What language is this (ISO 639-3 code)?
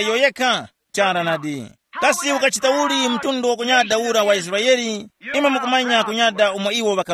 tum